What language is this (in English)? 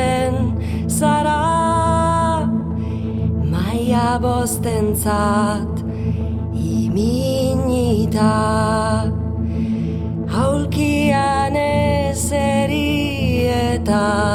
Basque